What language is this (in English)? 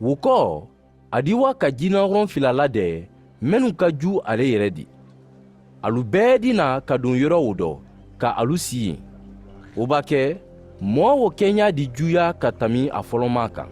Mandingo